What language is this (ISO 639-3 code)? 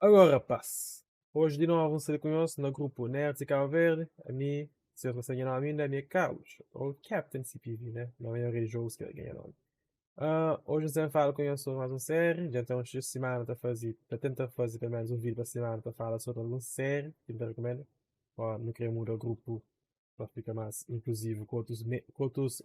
kea